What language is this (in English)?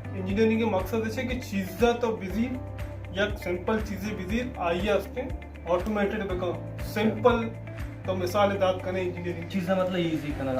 Baluchi